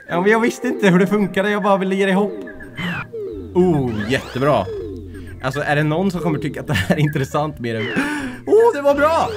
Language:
Swedish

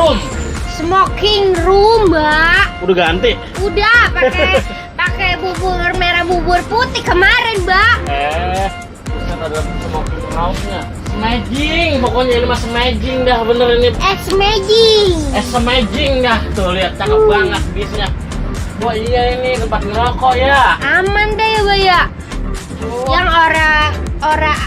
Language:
Betawi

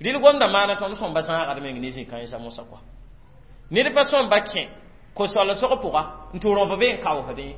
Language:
Mossi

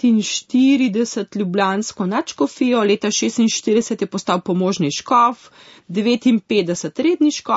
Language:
Slovenian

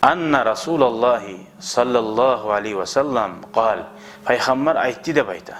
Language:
Kumyk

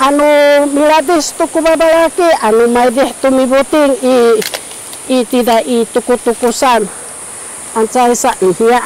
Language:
Sakizaya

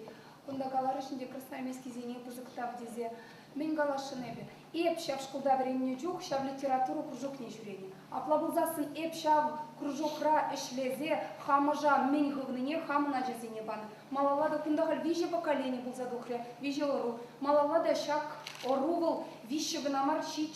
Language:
Chuvash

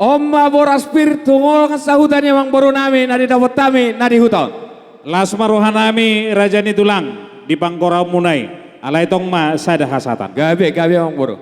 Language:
Batak Toba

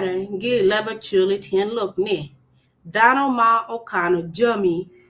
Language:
Acoli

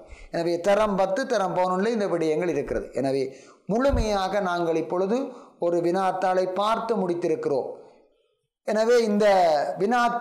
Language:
Tamil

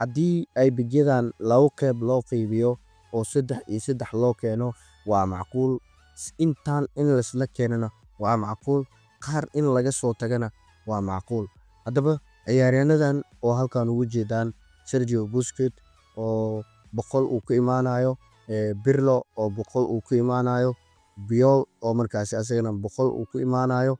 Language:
Somali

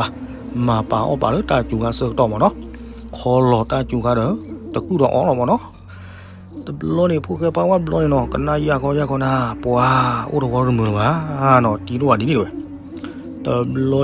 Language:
S'gaw Karen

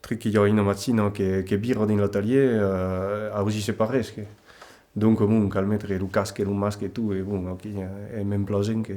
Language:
Occitan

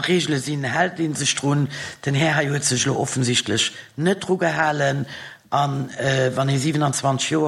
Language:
Luxembourgish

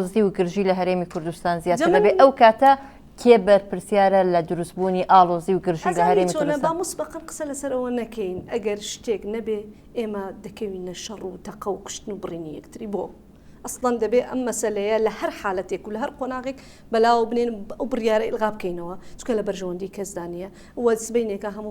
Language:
Central Kurdish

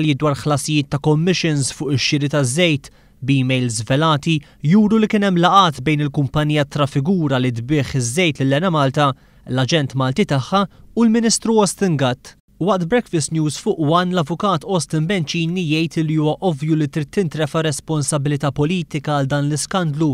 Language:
Maltese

